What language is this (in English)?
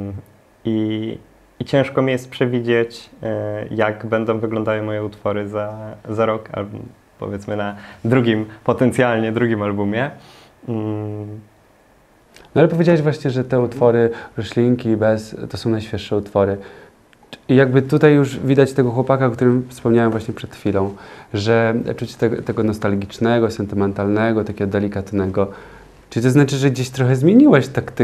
Polish